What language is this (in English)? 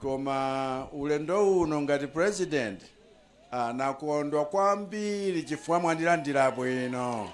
Nyanja